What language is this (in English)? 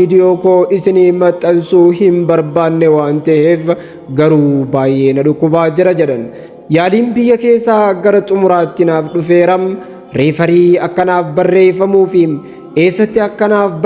Oromo